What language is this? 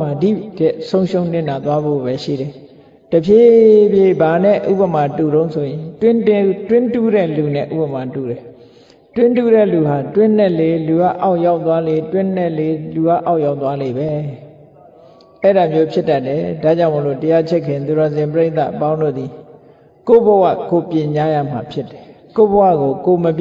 Burmese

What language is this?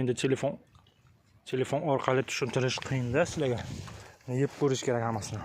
Uzbek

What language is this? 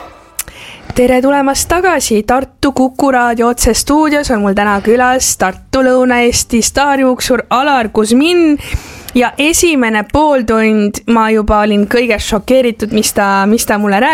Estonian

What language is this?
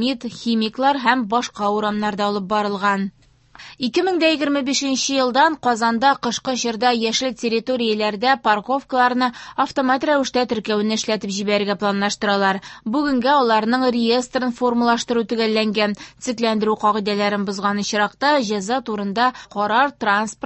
Tatar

